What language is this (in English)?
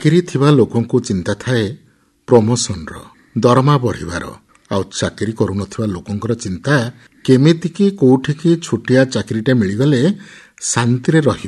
Odia